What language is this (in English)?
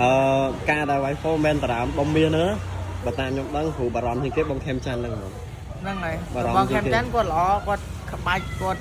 Khmer